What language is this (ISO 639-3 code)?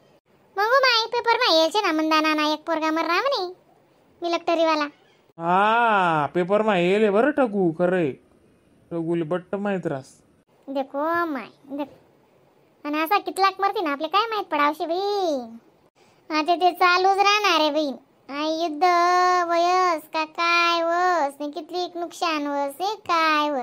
khn